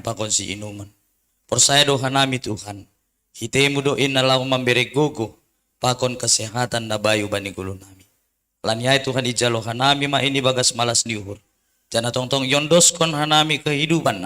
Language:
Batak Simalungun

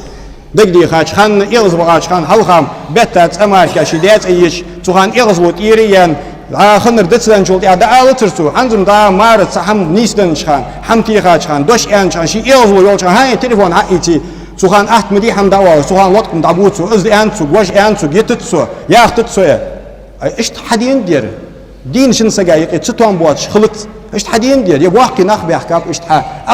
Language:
Ingush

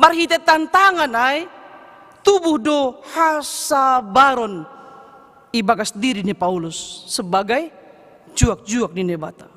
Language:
Batak Simalungun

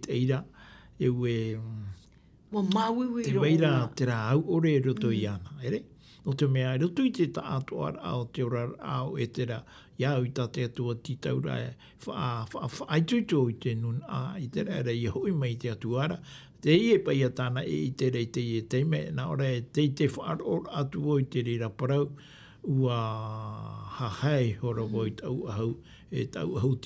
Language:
Tahitian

